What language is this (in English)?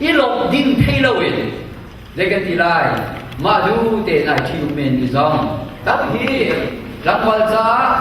Hakha Chin